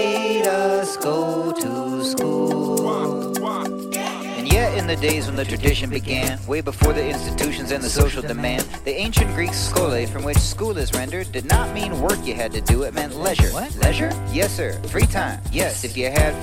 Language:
English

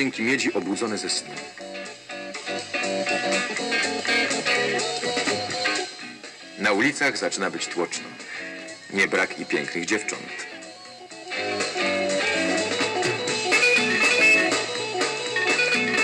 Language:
Polish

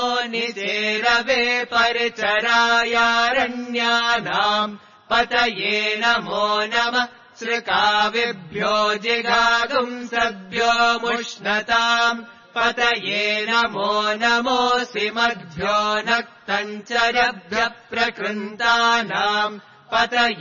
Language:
Sanskrit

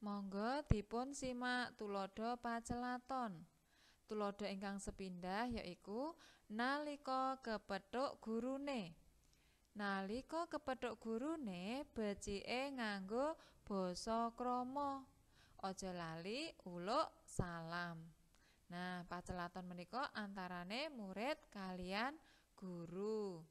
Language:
Javanese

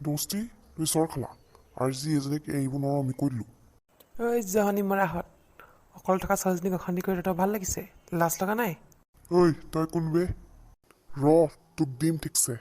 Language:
Assamese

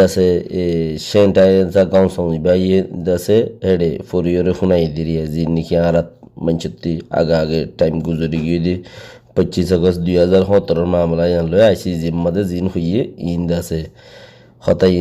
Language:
Rohingya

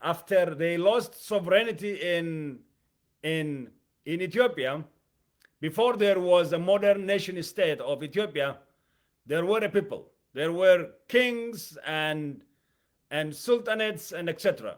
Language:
English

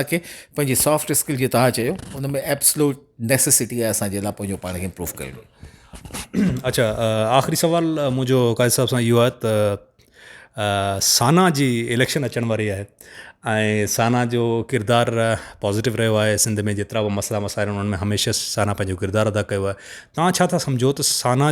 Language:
Sindhi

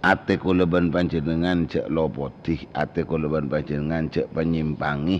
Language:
Madurese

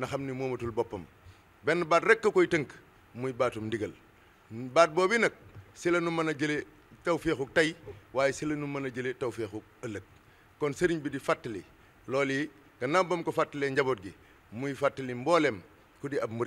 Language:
Wolof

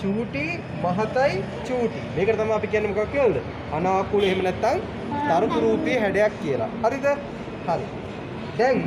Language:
Sinhala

